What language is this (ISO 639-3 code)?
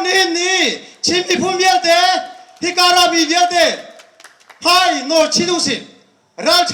cnh